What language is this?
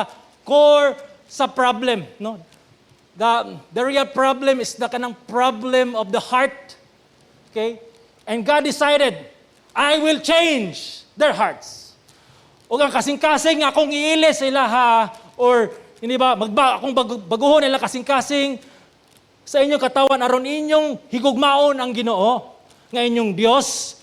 Cebuano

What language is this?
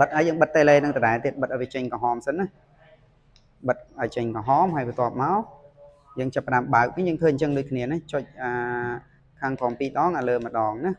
Khmer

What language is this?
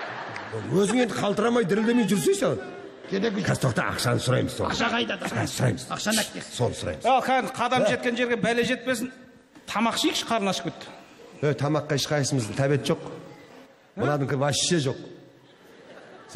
Kazakh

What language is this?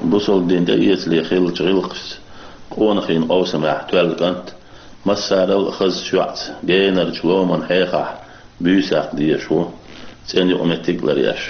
Chechen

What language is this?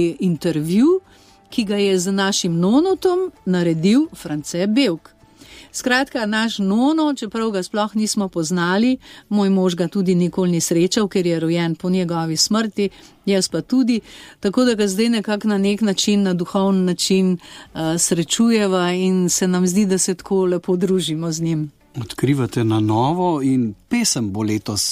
Slovenian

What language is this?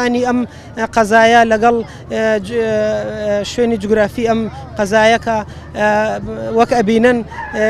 Central Kurdish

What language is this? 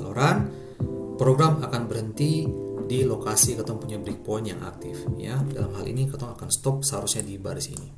Ambonese Malay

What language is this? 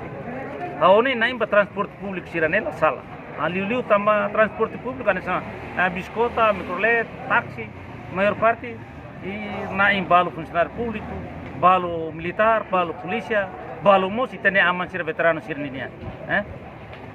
Tetum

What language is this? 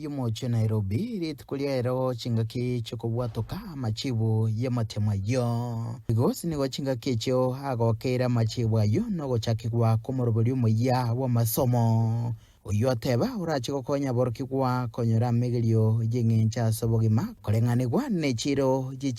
Gusii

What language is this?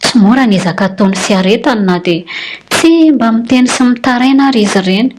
Malagasy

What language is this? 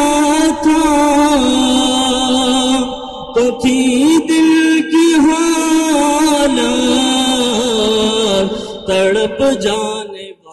Urdu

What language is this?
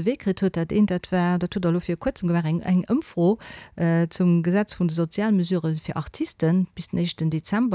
Luxembourgish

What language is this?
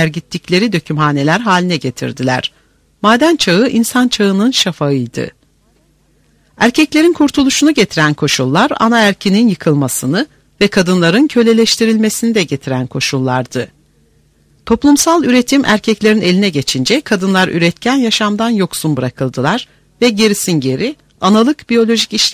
Turkish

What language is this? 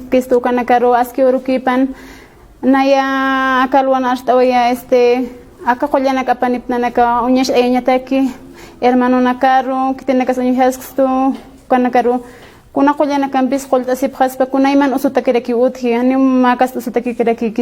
Aymara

